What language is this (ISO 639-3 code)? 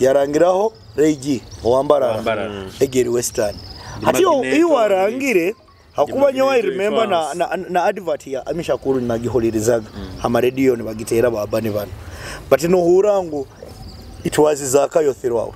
nyo